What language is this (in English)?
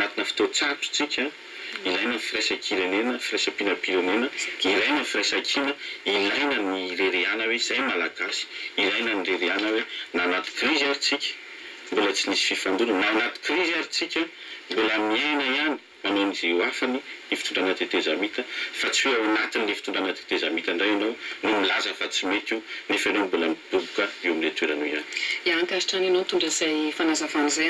Malagasy